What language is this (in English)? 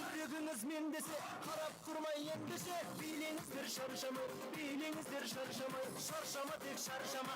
Kara-Kalpak